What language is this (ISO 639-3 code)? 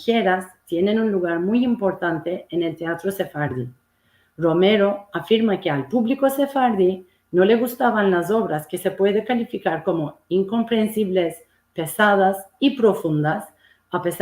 lad